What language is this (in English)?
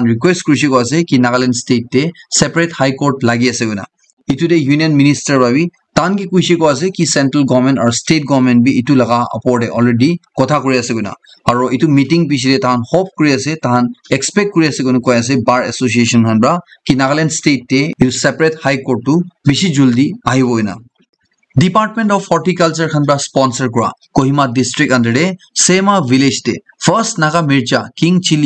Naga Pidgin